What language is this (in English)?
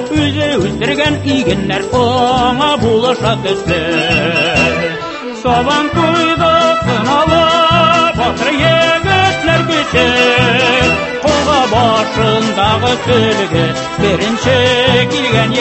Tatar